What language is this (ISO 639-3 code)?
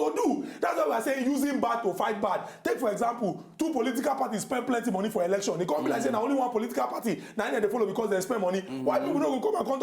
pcm